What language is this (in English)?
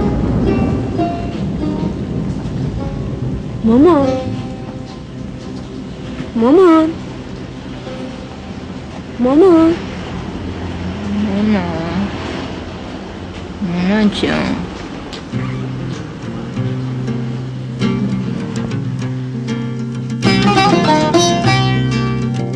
Persian